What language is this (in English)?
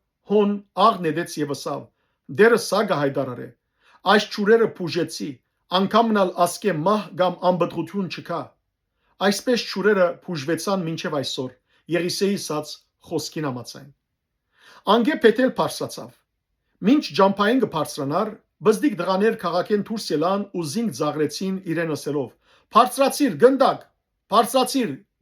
Western Armenian